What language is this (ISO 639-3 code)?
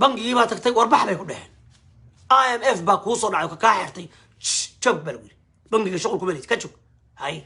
som